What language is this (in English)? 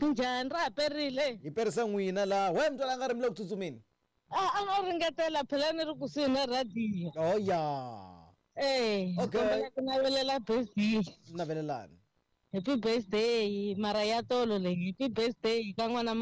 Tsonga